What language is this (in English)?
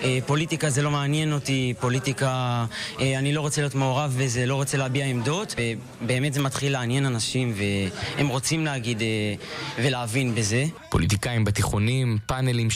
Hebrew